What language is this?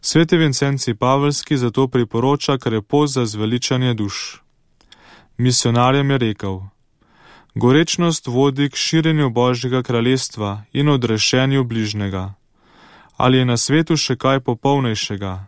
Slovenian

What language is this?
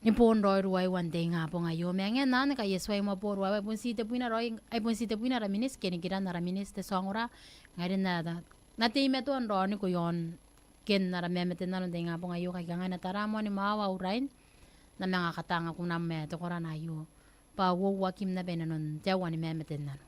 Gilbertese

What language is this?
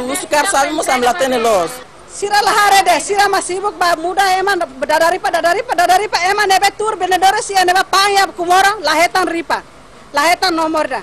Tetum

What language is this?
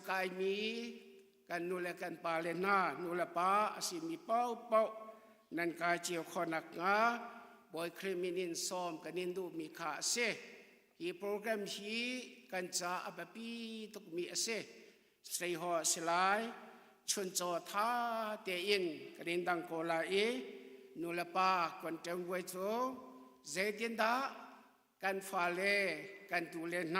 Hakha Chin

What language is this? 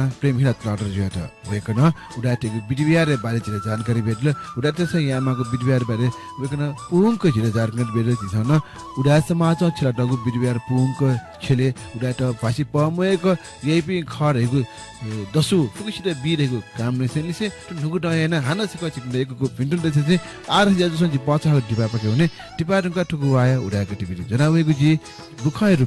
Newari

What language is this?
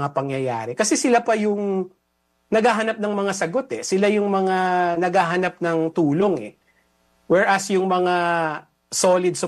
Filipino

